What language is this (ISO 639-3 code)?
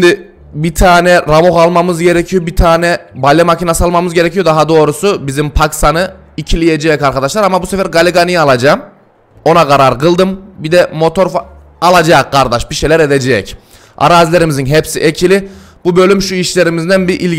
tur